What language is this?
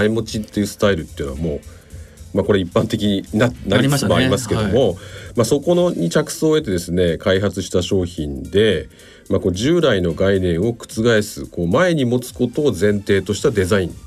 Japanese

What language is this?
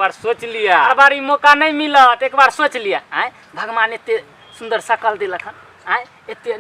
Maithili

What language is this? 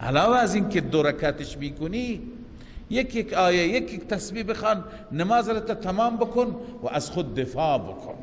Persian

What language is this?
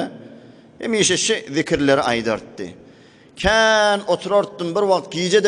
Turkmen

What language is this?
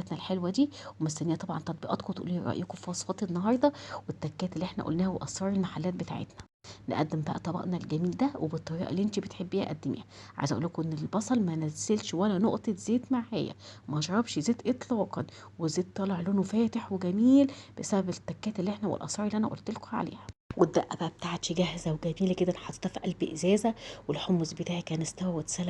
Egyptian Arabic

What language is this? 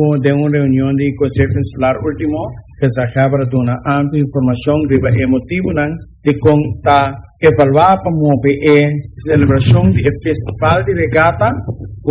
Papiamento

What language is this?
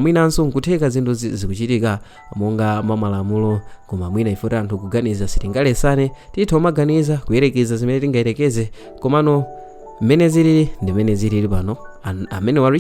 Nyanja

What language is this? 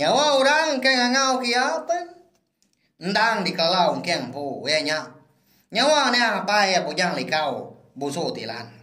Iban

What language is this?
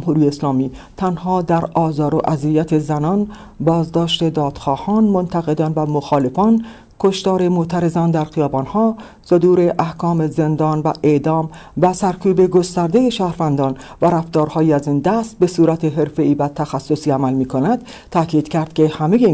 Persian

